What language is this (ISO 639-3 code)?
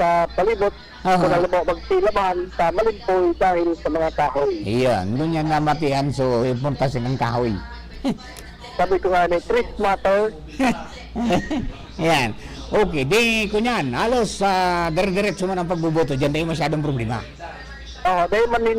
bik